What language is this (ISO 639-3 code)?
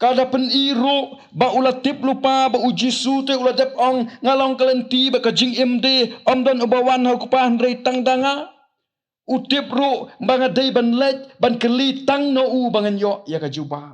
kha